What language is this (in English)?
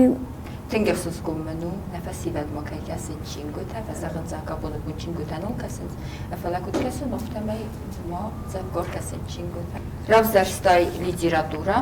Ossetic